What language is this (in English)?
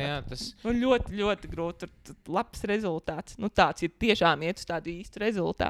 Latvian